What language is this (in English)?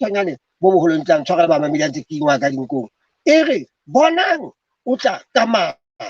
Southern Sotho